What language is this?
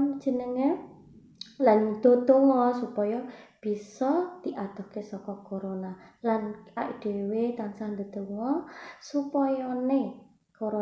Javanese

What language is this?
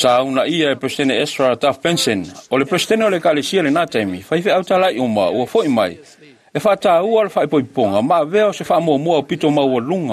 Samoan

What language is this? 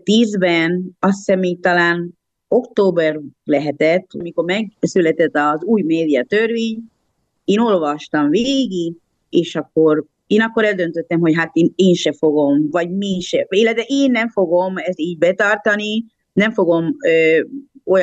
Hungarian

